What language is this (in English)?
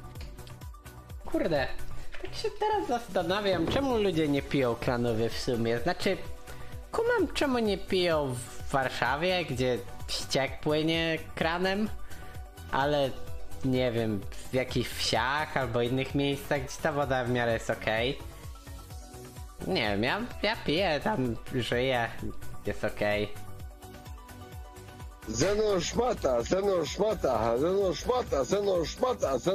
Polish